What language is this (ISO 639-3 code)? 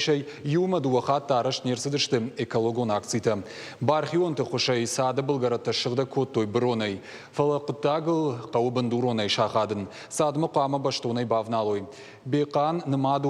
oss